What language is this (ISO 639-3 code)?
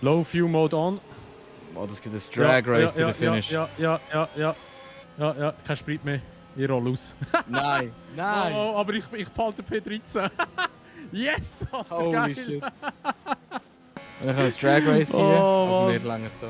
gsw